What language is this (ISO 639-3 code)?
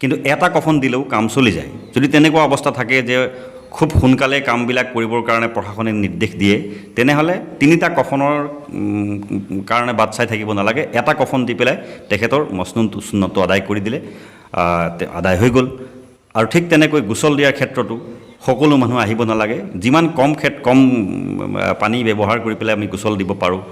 asm